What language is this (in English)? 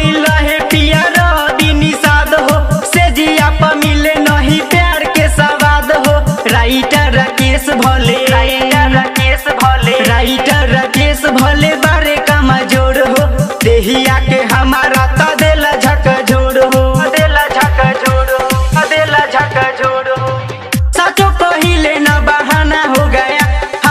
Bhojpuri